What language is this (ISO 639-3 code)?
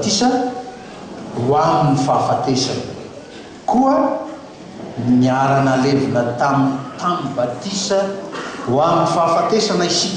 mlg